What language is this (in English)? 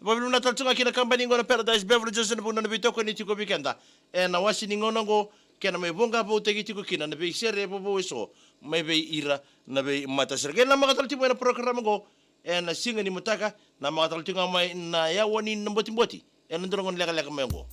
Fijian